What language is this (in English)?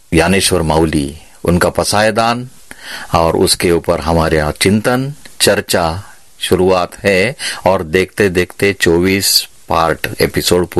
Hindi